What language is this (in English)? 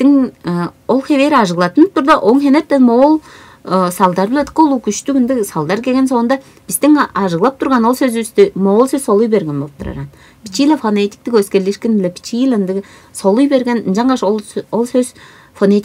Tuvinian